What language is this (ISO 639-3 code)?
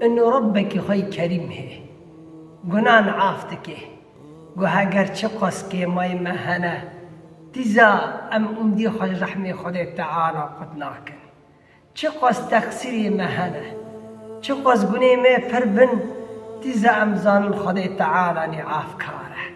kur